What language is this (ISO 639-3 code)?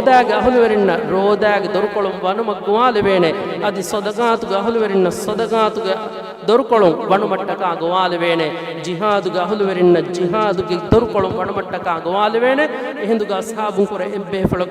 div